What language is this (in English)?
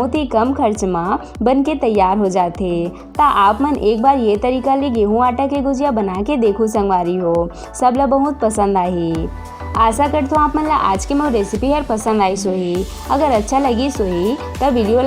Chhattisgarhi